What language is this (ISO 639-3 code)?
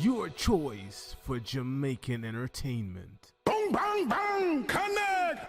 jam